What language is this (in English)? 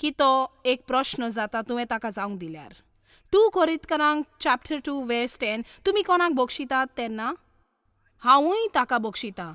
Konkani